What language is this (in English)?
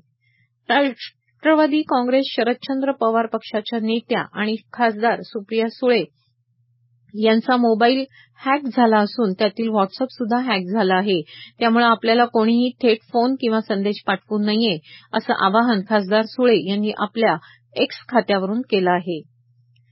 Marathi